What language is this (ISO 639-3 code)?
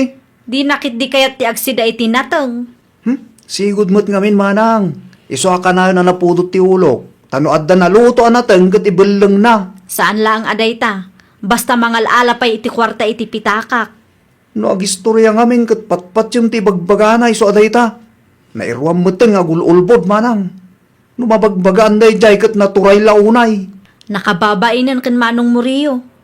ilo